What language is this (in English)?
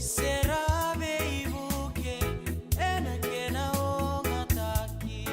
Fijian